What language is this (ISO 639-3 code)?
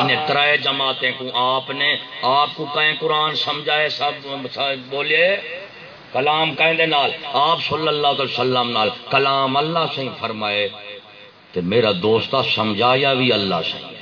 skr